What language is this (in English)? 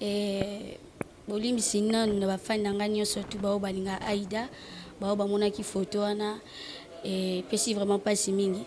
Lingala